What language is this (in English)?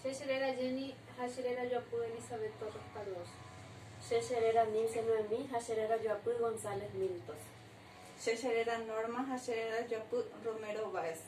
Guarani